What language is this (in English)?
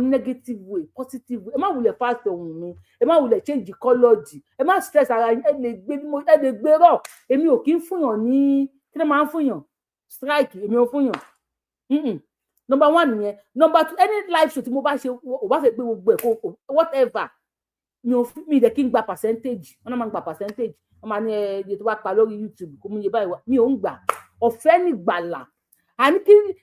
Yoruba